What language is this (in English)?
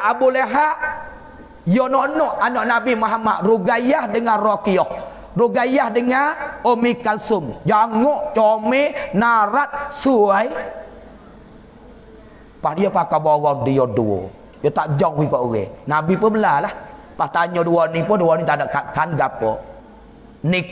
Pattani Malay